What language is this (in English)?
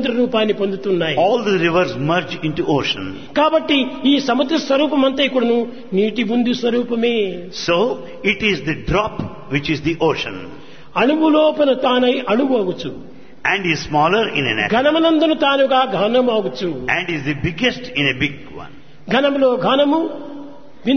Telugu